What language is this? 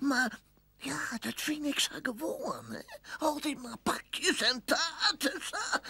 Western Frisian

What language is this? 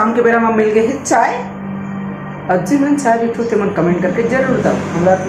Chhattisgarhi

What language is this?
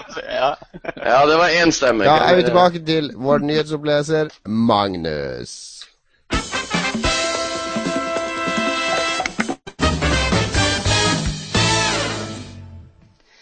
Norwegian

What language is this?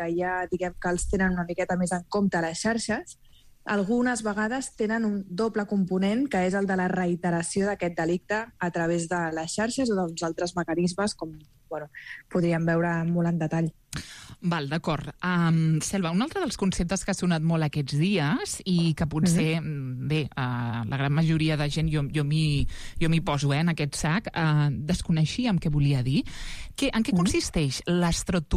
Catalan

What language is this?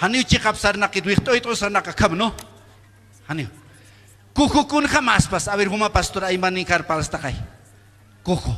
Aymara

